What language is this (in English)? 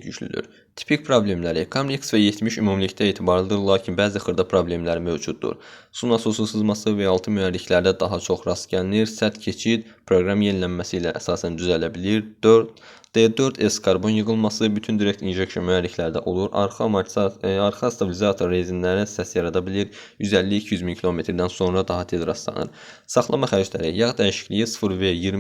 Azerbaijani